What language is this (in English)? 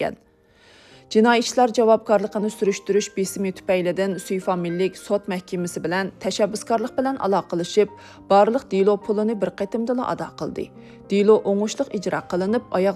Uyghur